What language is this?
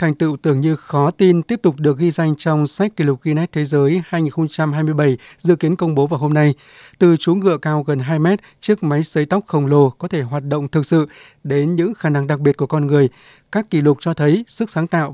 Vietnamese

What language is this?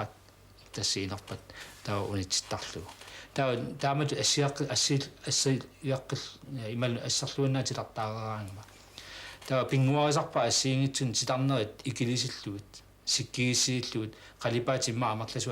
Kalaallisut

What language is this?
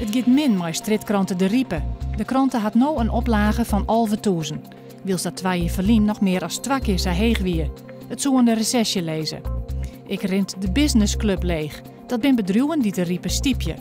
Western Frisian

